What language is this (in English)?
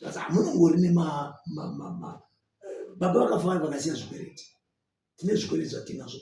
Shona